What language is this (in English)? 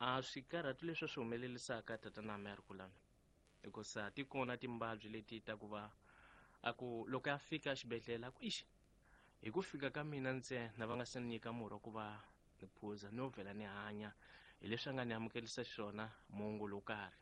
Tsonga